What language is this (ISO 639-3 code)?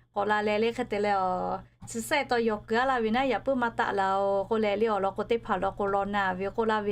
lhu